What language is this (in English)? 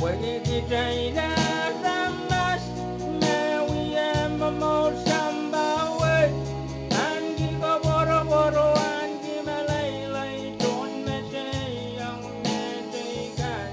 Pohnpeian